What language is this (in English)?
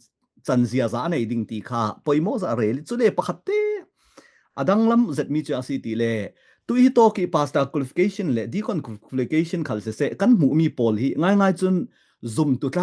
Falam Chin